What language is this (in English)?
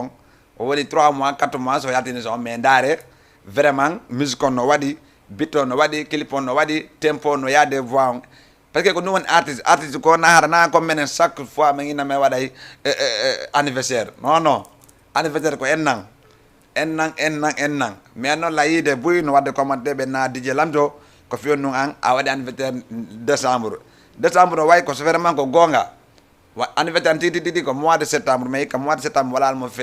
Fula